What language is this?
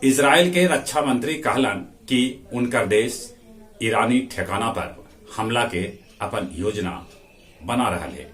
Magahi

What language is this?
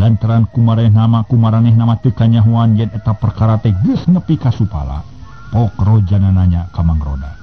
Sundanese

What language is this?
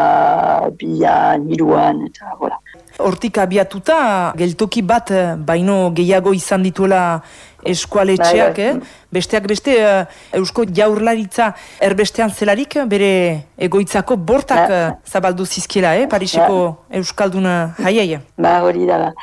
Basque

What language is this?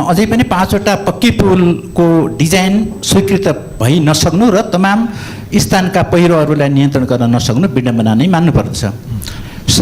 Nepali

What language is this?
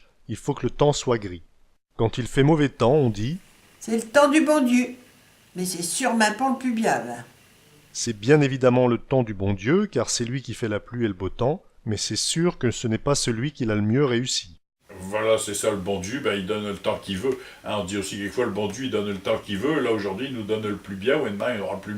Picard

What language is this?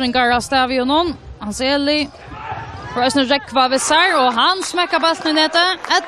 Faroese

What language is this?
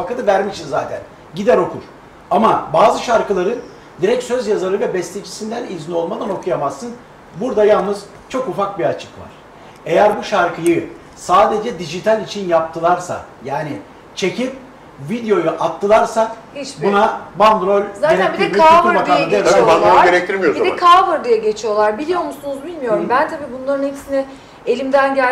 Turkish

